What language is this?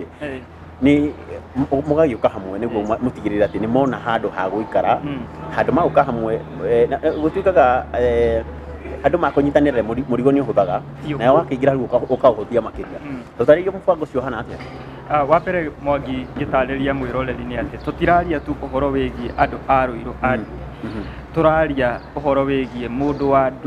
Kikuyu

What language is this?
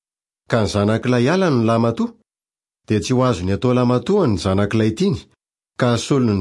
Malagasy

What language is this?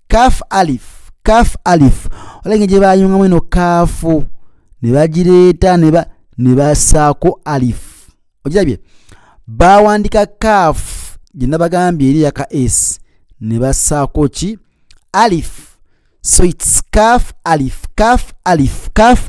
Ganda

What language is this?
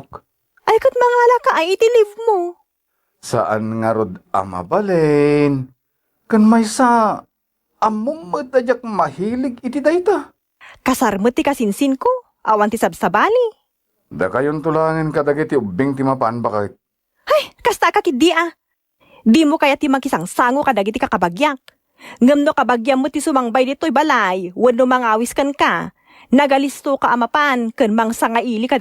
Iloko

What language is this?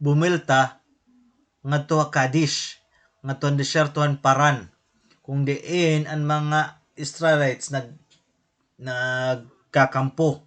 Waray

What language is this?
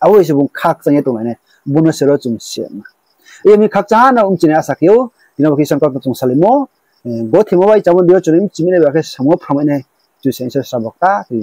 Riang (India)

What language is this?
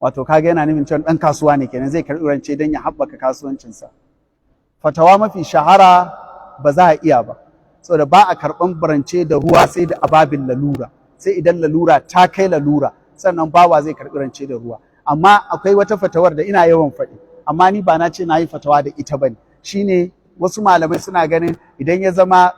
Hausa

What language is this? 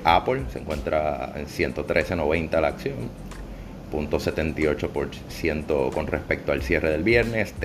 Spanish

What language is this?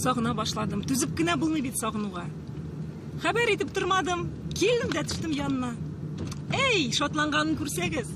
Tatar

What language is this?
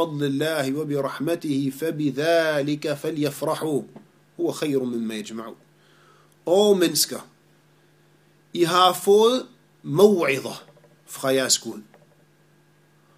Danish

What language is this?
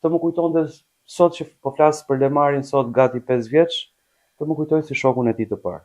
Albanian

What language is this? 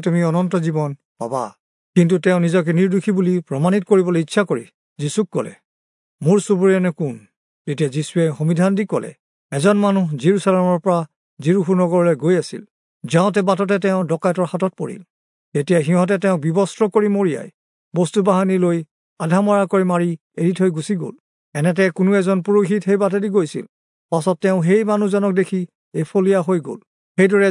Assamese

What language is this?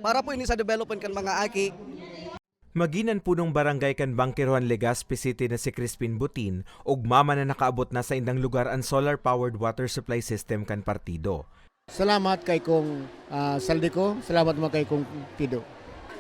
Bikol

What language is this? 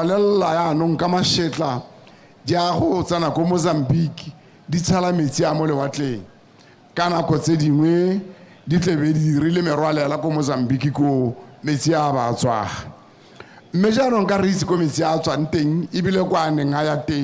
Tswana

